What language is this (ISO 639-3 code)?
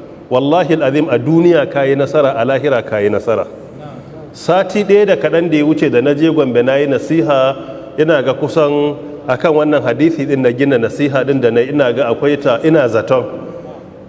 hau